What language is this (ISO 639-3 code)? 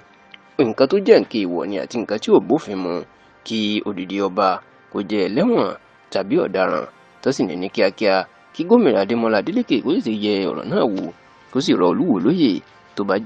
yor